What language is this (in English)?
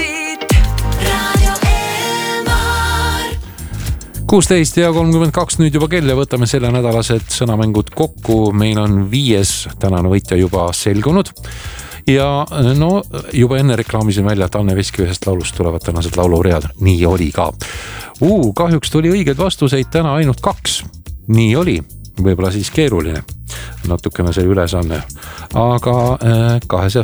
Estonian